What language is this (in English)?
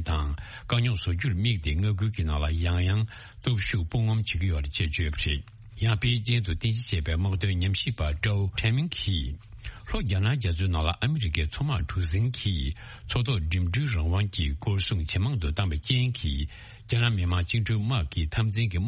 Tibetan